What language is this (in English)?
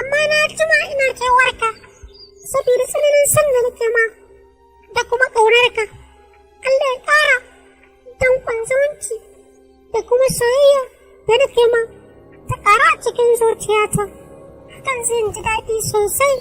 Hausa